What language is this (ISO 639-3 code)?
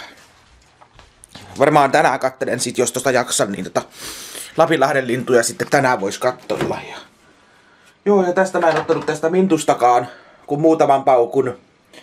fin